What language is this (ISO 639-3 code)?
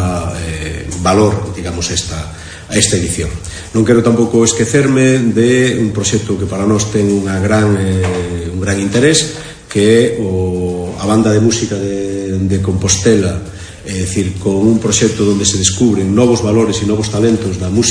glg